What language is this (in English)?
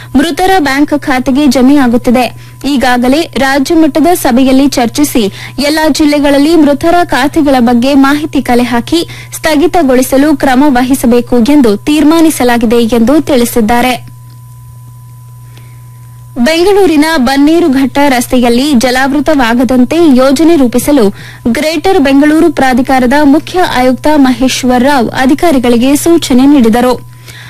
Kannada